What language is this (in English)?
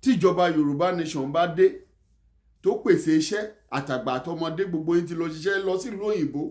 Yoruba